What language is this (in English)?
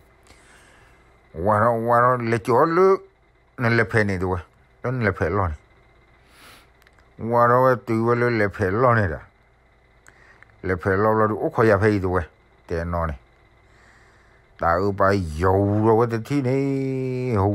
S'gaw Karen